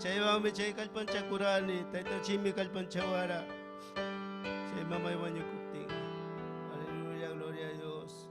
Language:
Ayacucho Quechua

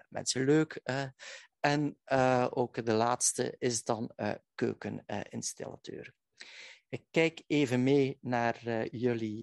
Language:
Dutch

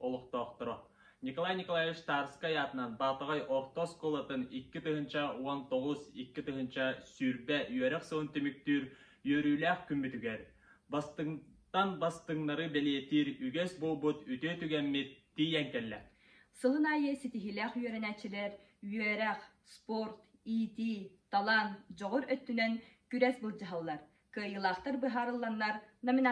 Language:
Yakut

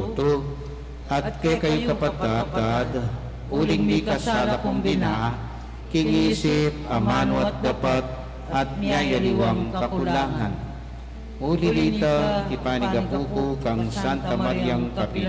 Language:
Pampanga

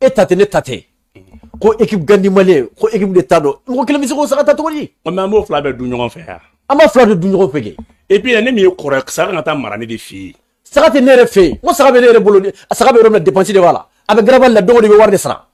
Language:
Bambara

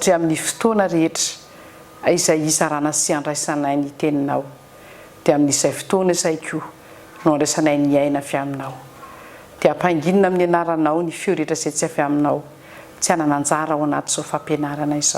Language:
Malagasy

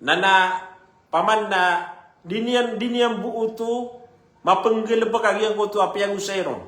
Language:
Maranao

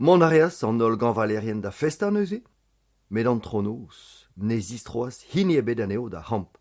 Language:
Breton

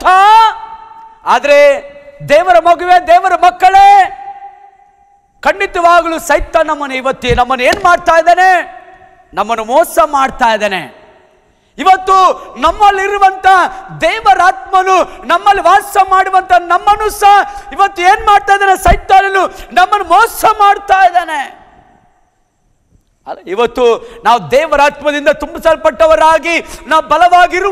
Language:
Kannada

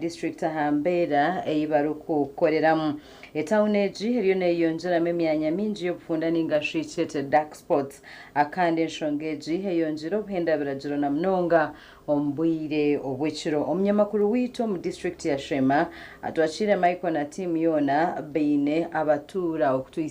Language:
Nyankole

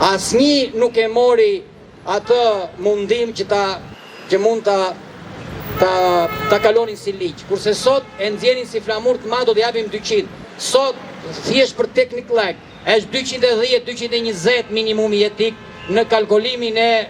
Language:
Albanian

